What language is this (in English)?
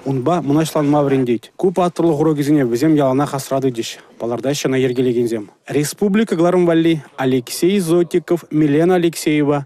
Chuvash